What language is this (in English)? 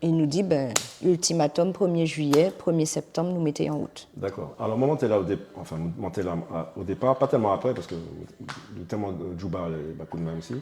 Guadeloupean Creole French